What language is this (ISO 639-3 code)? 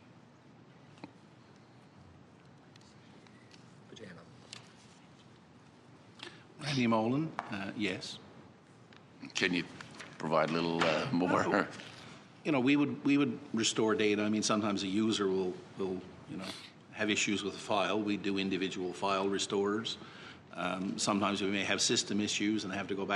eng